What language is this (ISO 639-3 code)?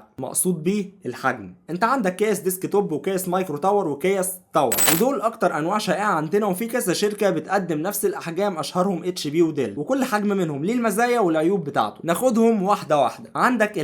arz